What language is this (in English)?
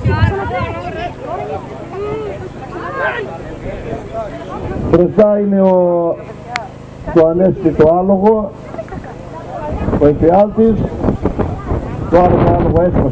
Greek